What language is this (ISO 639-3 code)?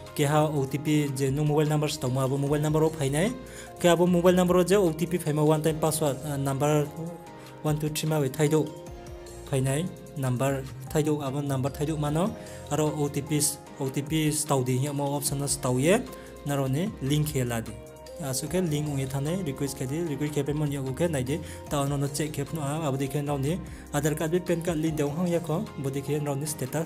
ria